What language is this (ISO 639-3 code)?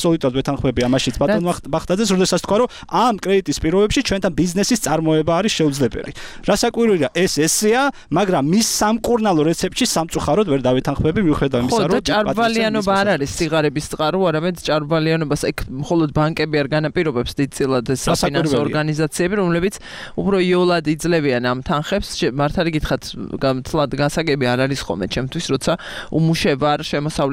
kat